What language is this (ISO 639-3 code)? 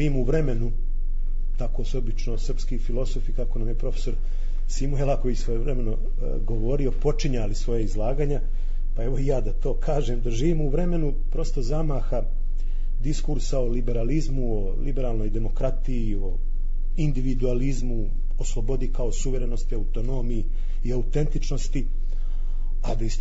srp